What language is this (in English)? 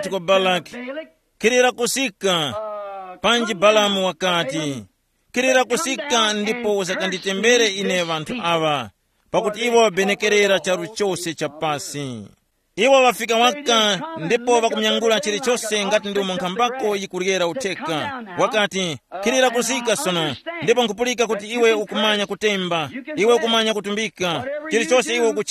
Tumbuka